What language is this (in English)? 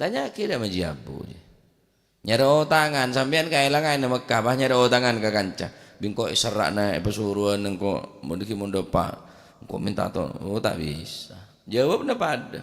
Madurese